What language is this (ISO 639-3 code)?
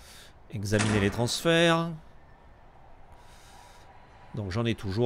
fra